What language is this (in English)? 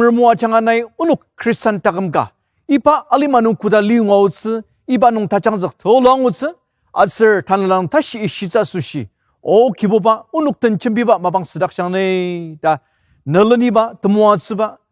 Ao Naga